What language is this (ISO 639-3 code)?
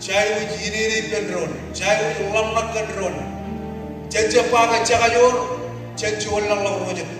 mah